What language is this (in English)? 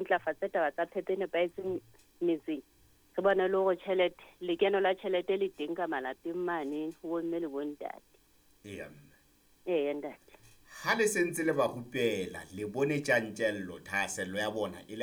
Southern Sotho